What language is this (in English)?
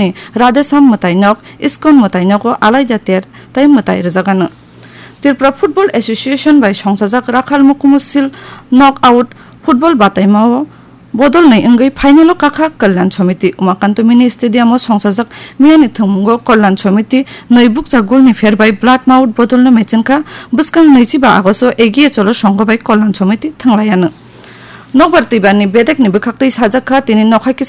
Kok Borok